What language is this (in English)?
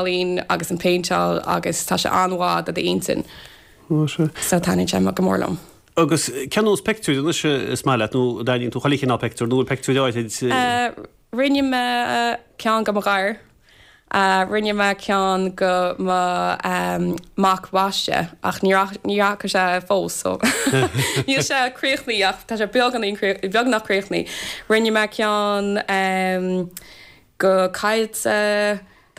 Irish